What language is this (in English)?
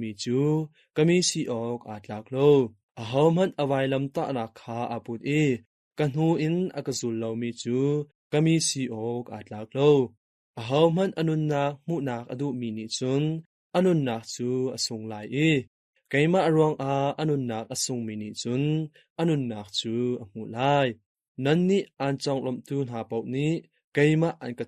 Hakha Chin